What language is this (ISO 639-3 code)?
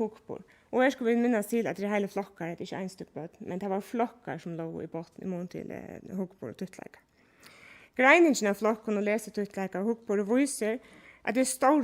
fao